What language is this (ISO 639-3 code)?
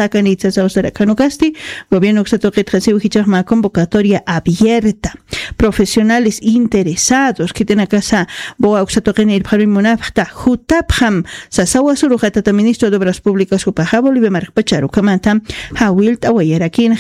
aym